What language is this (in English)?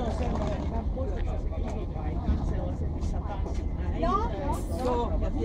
Finnish